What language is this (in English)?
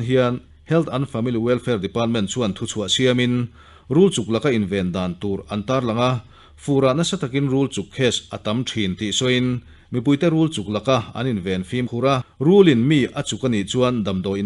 Mizo